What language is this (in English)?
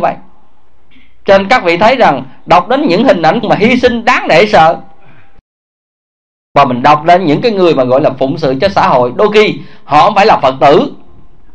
Vietnamese